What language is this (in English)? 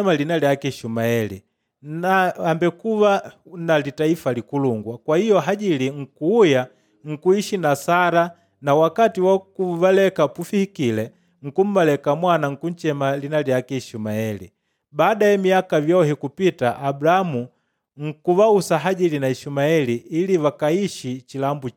Makonde